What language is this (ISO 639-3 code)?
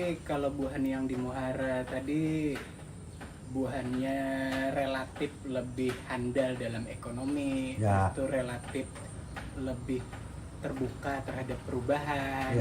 bjn